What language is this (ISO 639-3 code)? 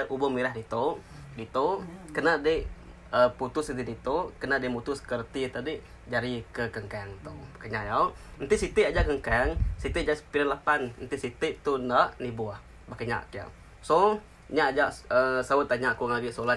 iba